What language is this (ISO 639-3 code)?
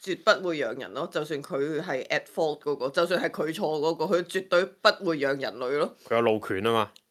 yue